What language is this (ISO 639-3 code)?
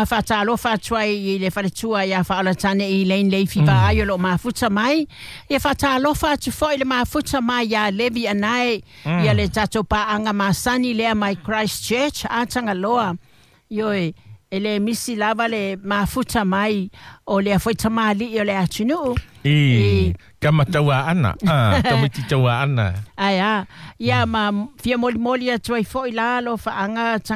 smo